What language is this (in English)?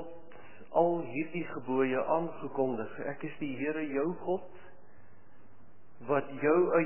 Afrikaans